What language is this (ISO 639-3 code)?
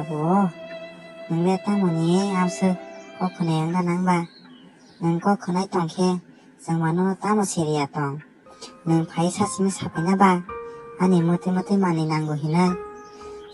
trp